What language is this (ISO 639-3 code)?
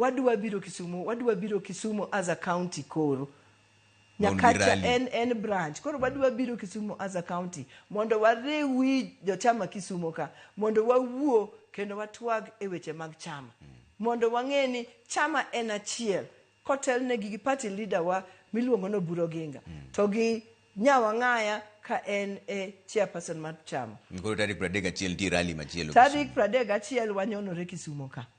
luo